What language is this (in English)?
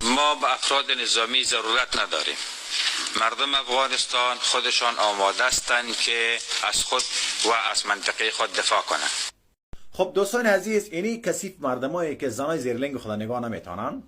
Persian